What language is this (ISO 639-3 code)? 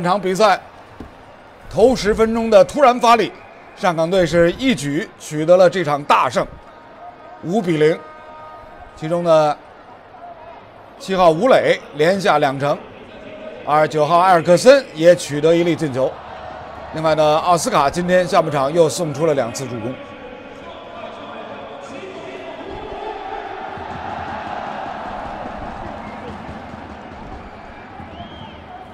zho